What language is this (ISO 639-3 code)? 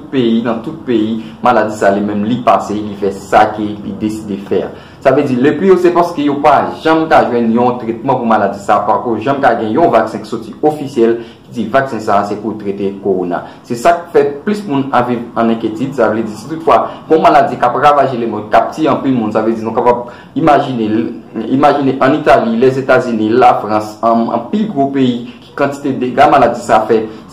hat